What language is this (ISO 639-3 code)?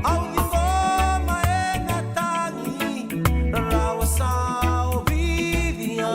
fij